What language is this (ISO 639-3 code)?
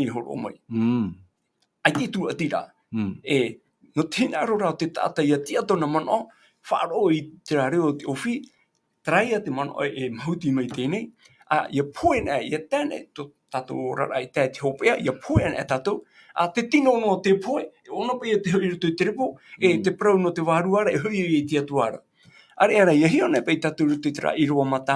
tah